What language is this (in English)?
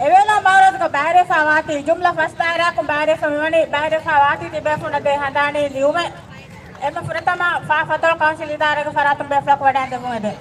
Divehi